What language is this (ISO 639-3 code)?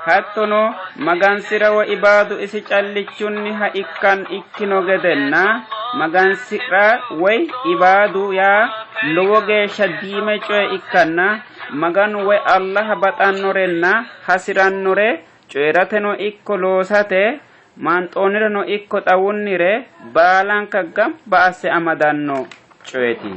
sid